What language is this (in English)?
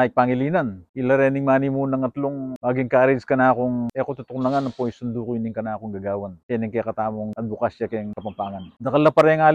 Pampanga